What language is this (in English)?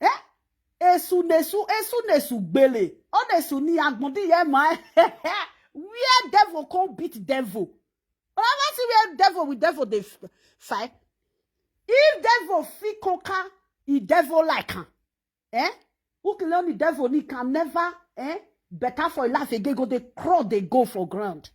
Nigerian Pidgin